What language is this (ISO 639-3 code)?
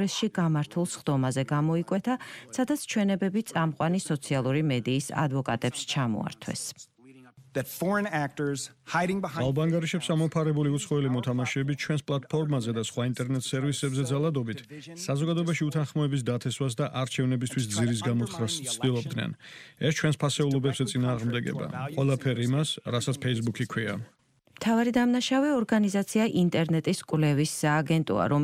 kat